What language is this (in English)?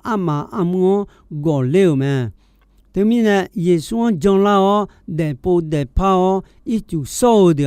Akha